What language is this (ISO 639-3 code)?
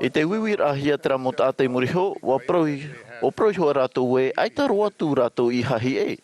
tah